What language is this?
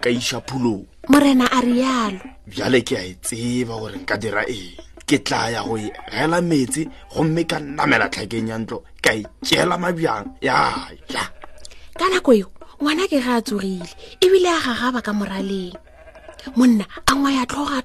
Northern Sotho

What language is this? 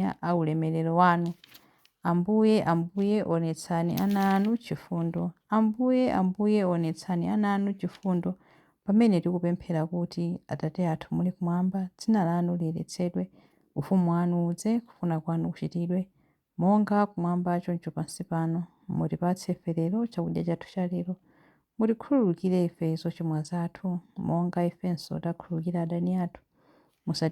Nyanja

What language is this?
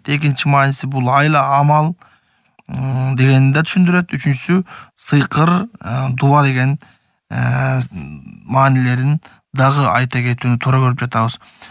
Kyrgyz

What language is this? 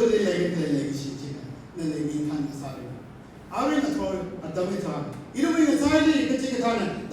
Tangkhul Naga (India)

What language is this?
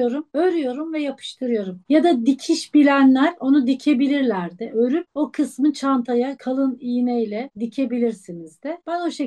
Turkish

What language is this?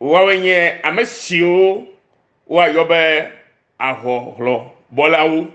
Ewe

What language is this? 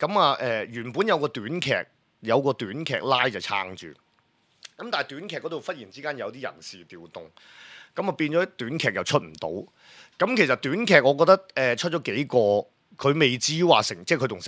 Cantonese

